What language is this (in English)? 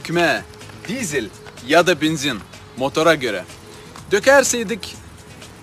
Gagauz